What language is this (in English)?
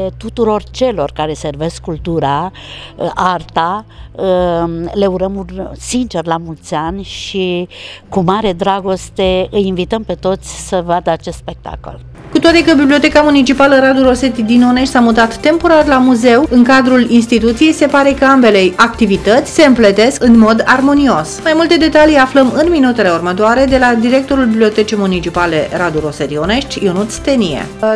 Romanian